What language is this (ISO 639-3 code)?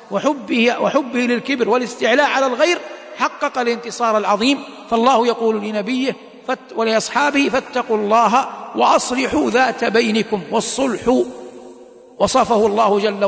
ara